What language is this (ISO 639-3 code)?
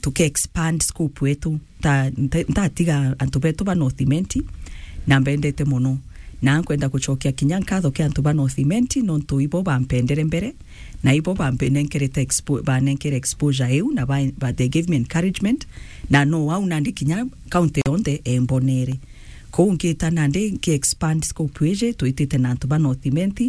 mer